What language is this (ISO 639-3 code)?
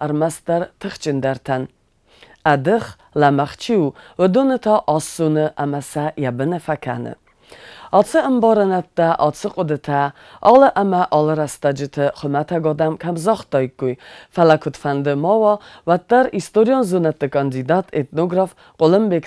oss